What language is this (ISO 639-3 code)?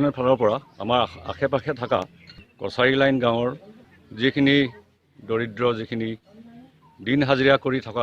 asm